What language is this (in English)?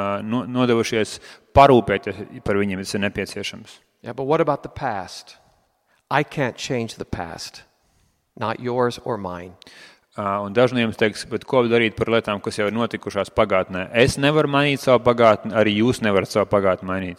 Latvian